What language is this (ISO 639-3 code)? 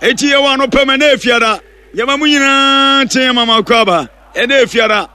aka